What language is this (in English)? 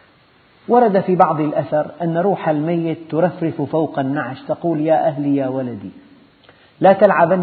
Arabic